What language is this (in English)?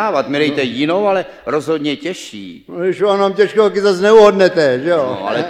Czech